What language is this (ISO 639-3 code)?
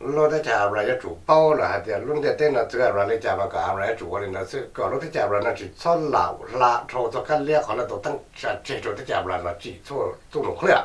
hmn